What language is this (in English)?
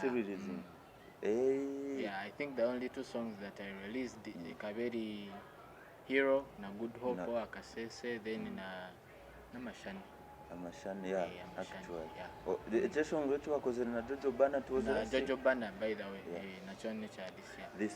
Nyankole